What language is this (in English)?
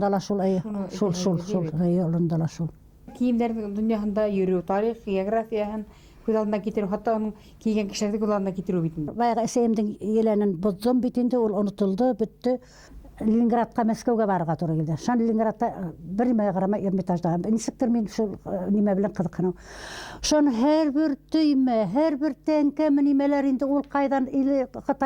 Bashkir